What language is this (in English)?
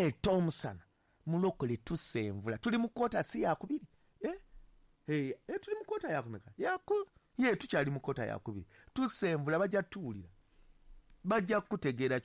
Ganda